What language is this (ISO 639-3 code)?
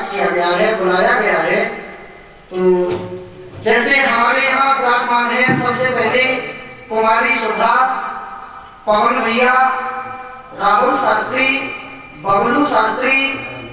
hin